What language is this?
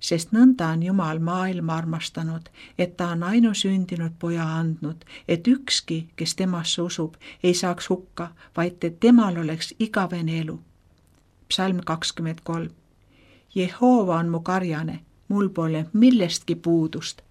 Estonian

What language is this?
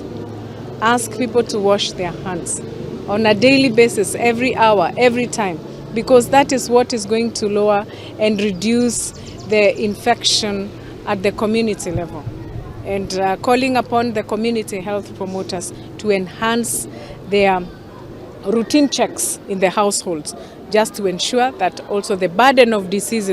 Luo (Kenya and Tanzania)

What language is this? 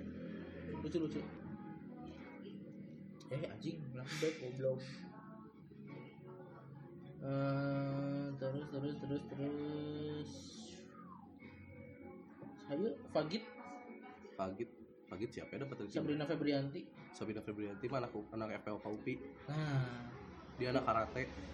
Indonesian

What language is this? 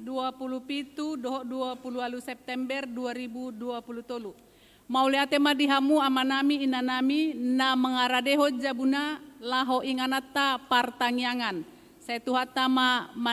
Batak Toba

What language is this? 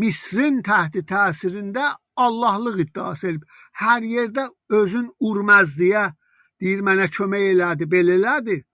South Azerbaijani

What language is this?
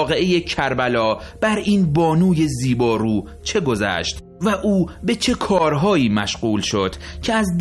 Persian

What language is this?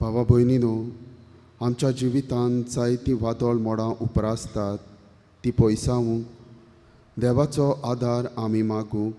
Konkani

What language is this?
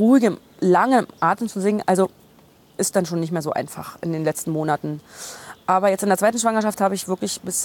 German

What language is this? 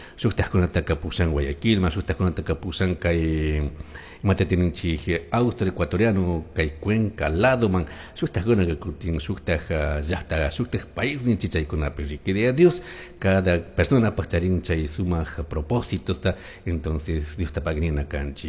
Chimborazo Highland Quichua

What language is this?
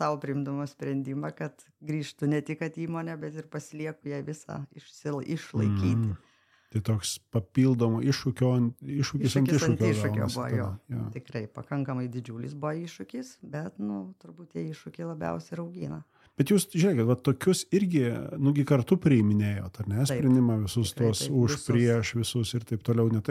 Lithuanian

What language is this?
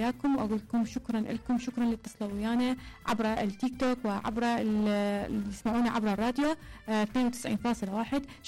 Mesopotamian Arabic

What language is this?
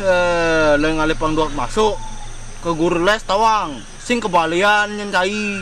Balinese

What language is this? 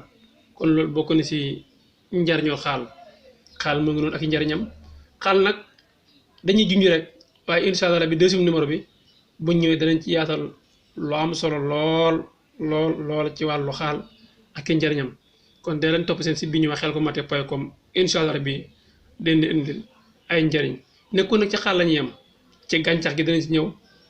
Wolof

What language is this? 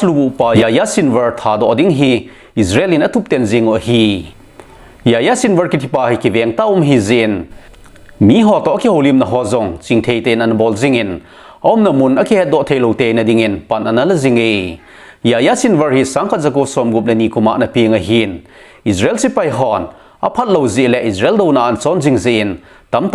Thado Chin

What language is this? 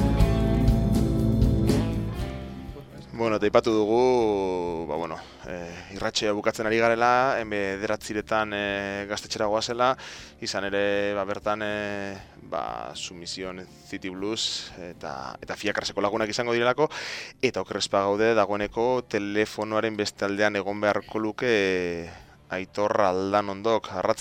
Basque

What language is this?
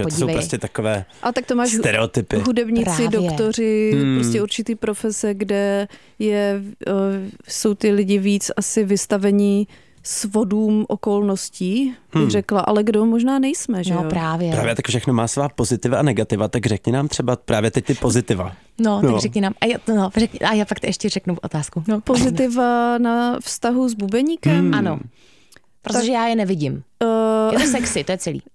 Czech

